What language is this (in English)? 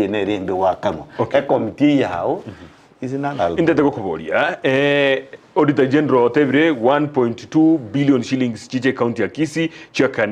Gusii